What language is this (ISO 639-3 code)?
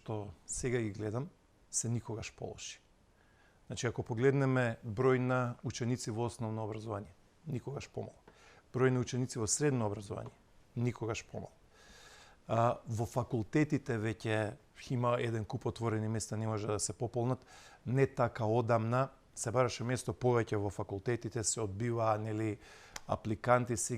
mkd